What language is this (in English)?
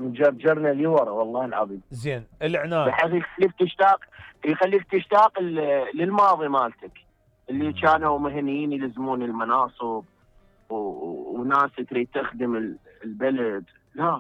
Mesopotamian Arabic